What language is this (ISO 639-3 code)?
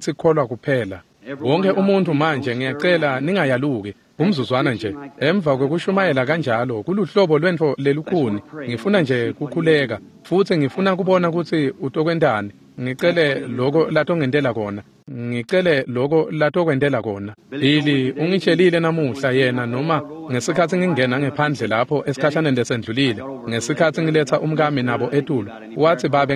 ssw